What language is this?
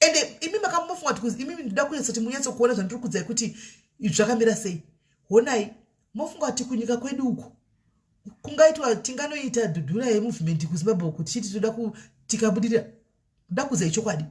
Shona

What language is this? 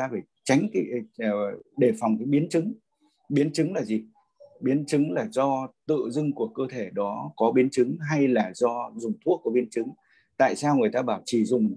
Vietnamese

